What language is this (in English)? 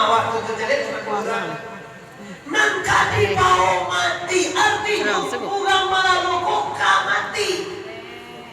Minangkabau